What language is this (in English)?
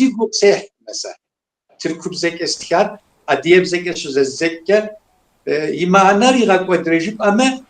Kabardian